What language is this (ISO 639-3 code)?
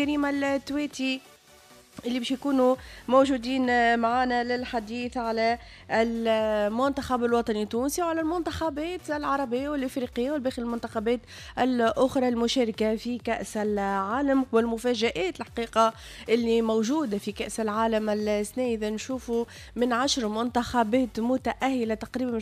aeb